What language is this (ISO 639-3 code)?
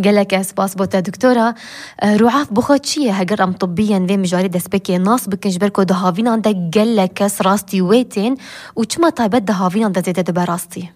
kur